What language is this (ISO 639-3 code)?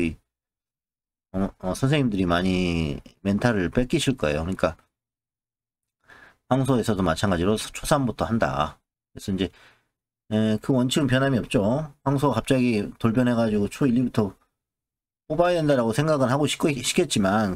kor